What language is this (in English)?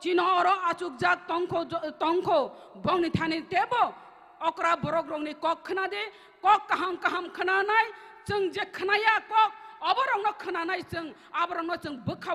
Kok Borok